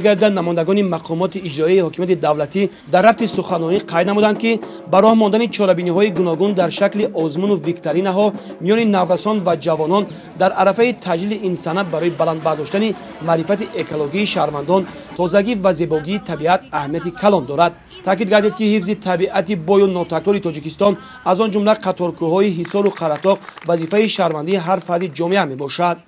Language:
Tajik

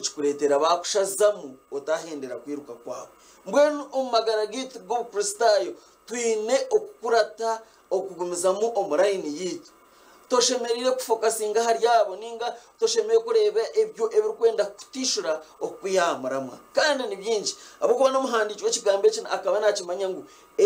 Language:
Nyankole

